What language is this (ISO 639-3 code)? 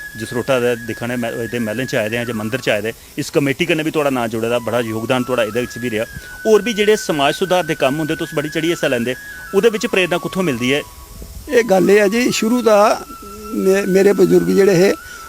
doi